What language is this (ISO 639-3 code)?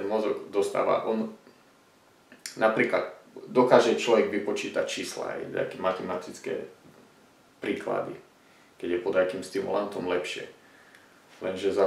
slk